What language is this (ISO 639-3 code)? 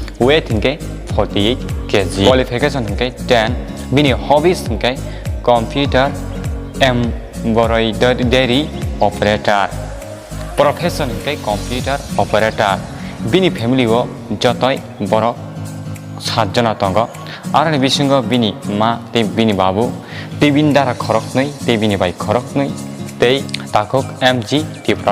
trp